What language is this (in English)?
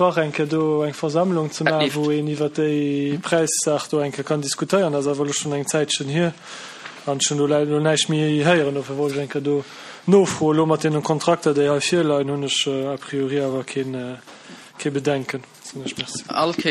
Luxembourgish